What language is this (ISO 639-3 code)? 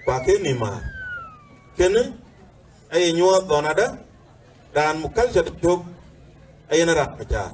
din